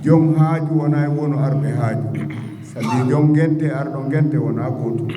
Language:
Fula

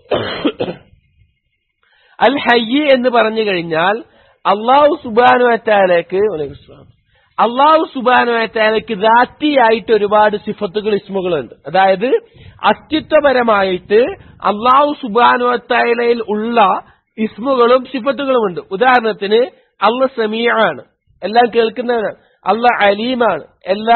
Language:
Malayalam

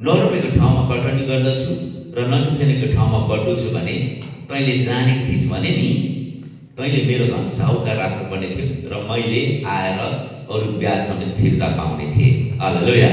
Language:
Nepali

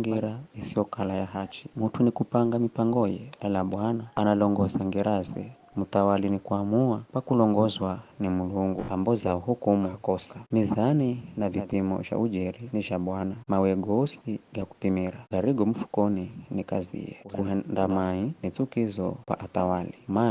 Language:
Giryama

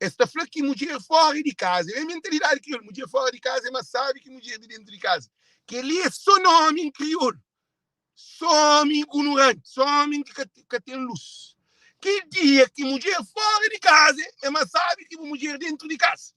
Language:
Kabuverdianu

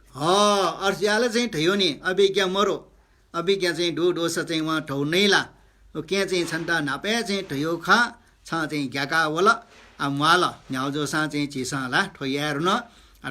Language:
Newari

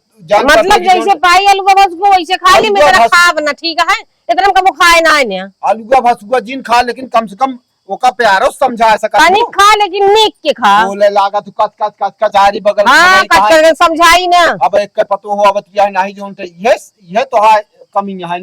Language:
Awadhi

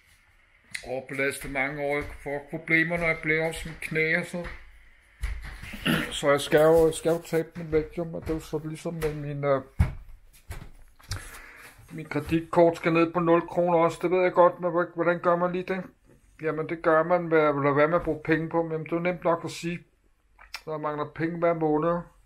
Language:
Danish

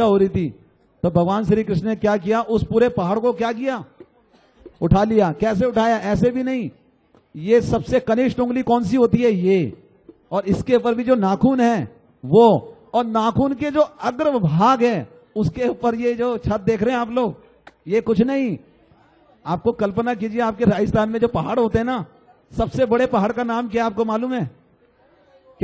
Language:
Hindi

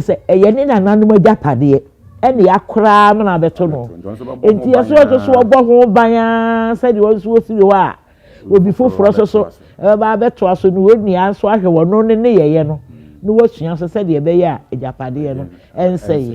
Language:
Akan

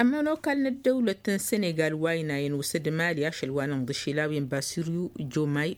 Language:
Tamasheq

